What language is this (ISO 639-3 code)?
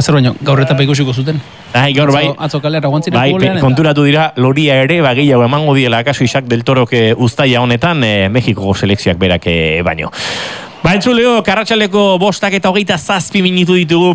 eus